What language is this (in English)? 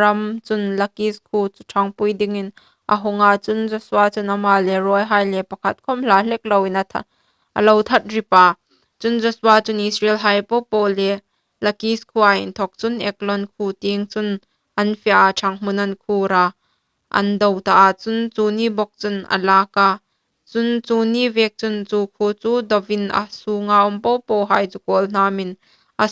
Hmar